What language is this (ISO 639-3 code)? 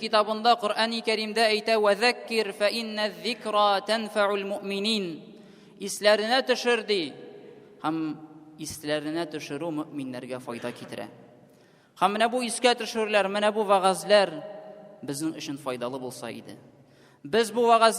tat